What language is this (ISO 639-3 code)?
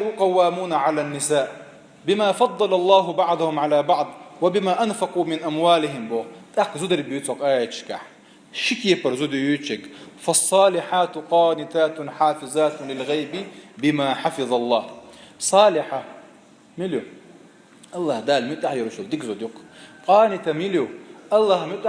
che